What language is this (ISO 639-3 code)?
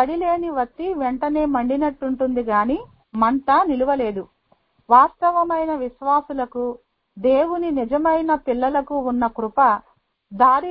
tel